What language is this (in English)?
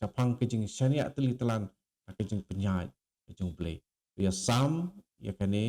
Khasi